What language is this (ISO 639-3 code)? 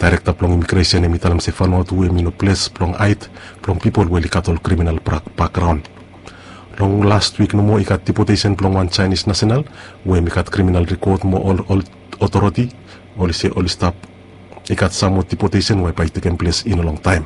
bis